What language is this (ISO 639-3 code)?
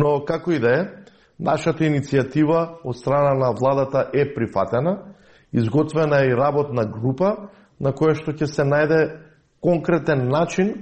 mkd